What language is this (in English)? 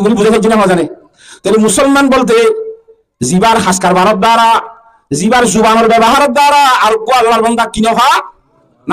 Rohingya